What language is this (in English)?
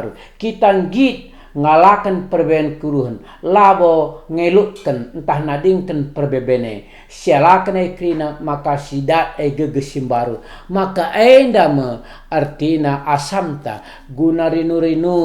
Batak Karo